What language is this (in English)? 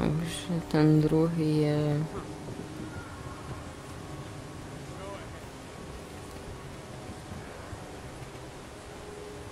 Slovak